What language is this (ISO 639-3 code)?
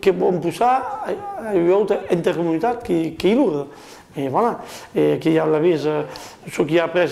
oci